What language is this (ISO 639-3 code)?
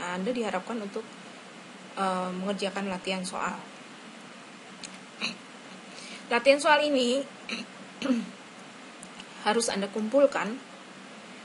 ind